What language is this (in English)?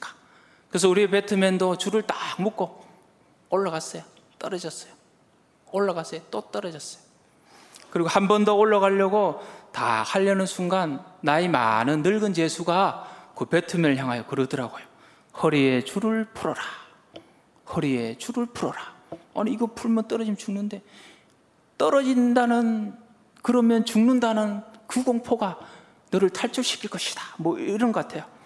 Korean